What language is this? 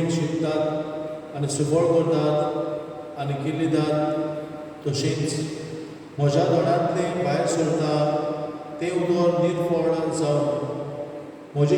Konkani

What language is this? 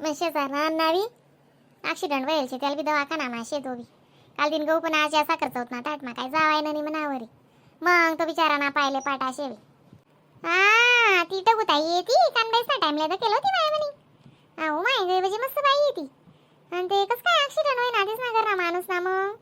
Khandesi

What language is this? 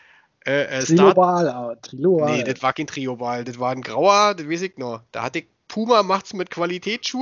German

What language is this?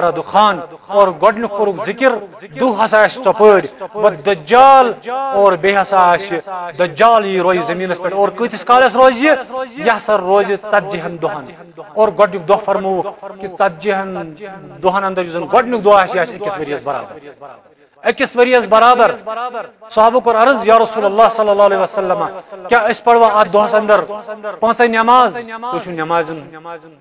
Kashmiri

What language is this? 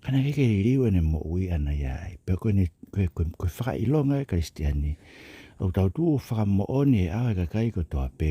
Tongan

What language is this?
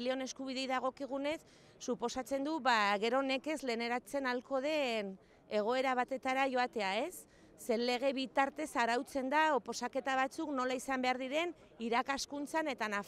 Basque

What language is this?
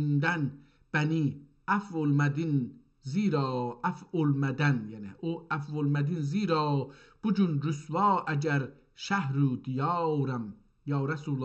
South Azerbaijani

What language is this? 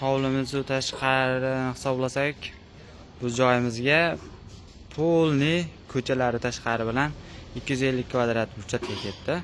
Uzbek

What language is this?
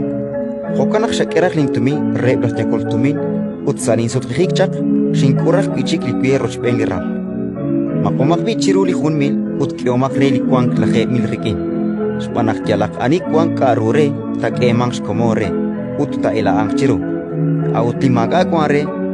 Kekchí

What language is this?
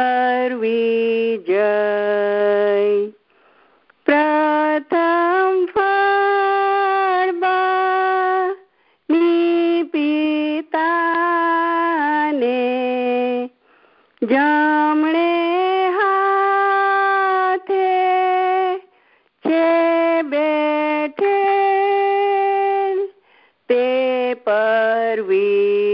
Gujarati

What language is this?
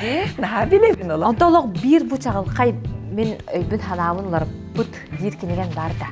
Yakut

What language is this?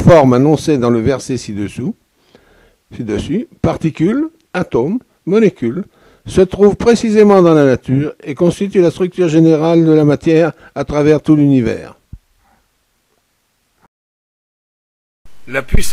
French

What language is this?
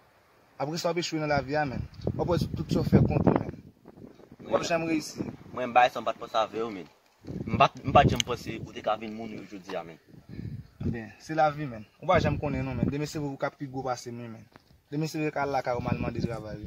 Haitian Creole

